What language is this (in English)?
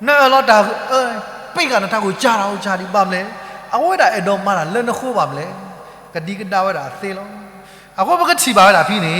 S'gaw Karen